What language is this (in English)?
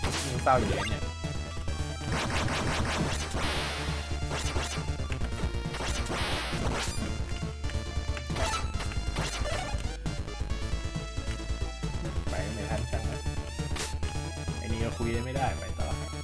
Thai